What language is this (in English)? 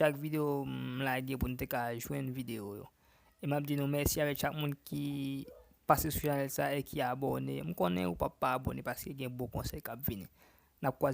Haitian Creole